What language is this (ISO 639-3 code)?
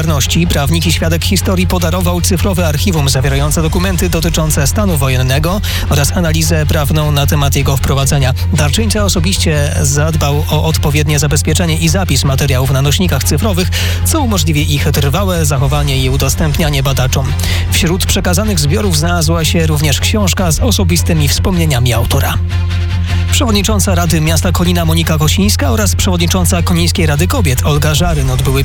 pol